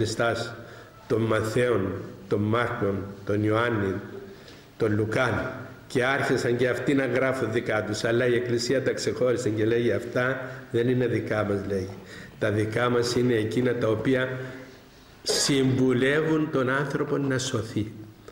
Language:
Greek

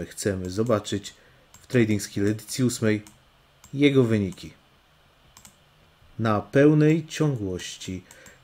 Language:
Polish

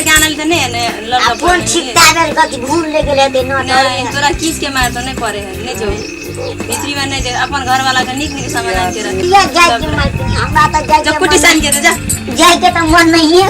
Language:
Maithili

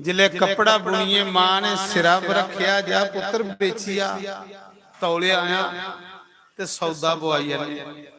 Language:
Dogri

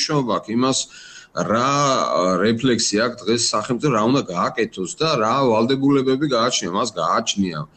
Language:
Georgian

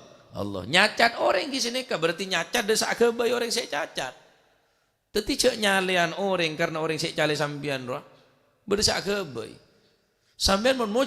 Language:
Madurese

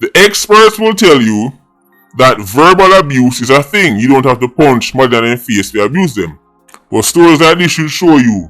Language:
Jamaican Creole English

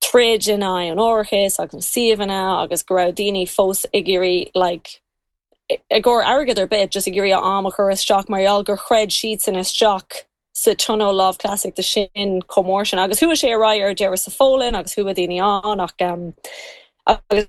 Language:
Irish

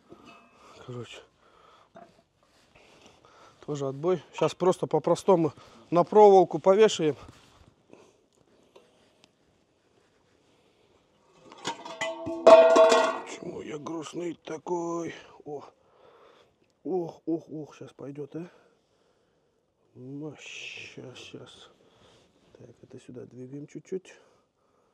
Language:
Russian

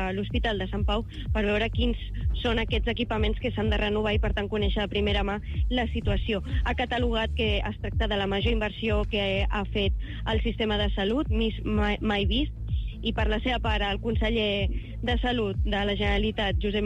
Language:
Catalan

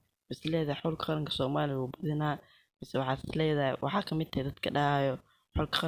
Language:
Somali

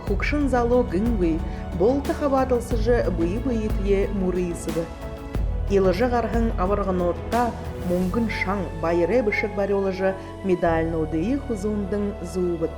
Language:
Buriat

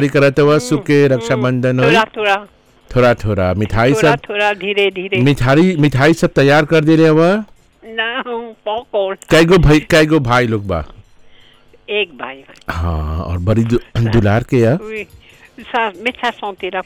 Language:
Bhojpuri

